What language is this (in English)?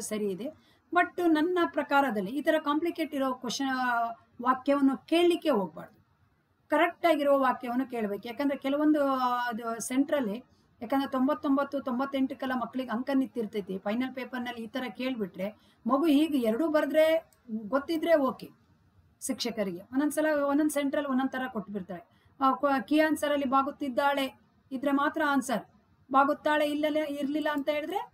Kannada